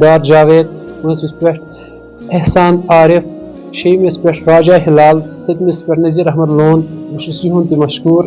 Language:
Kashmiri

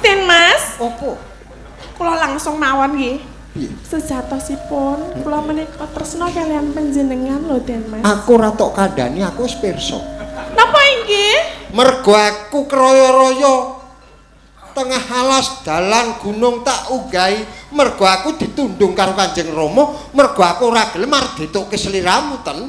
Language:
Javanese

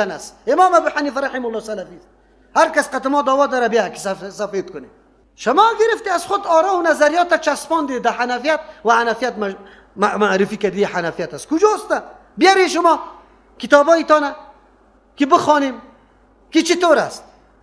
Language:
Persian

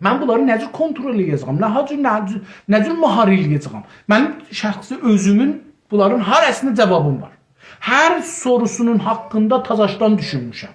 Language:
South Azerbaijani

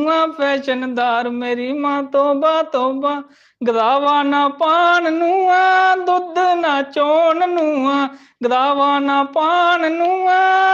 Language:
Dogri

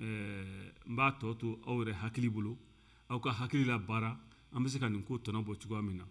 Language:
Bambara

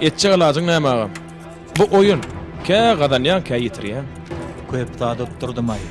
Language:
Turkmen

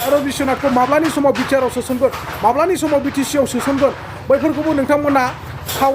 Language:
Bodo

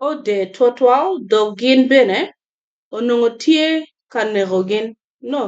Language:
Acoli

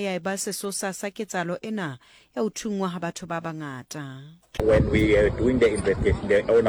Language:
Southern Sotho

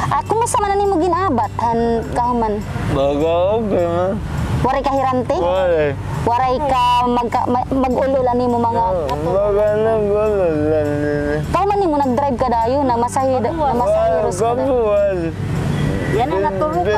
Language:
Waray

